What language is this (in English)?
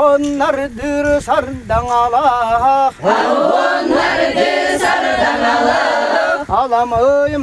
Yakut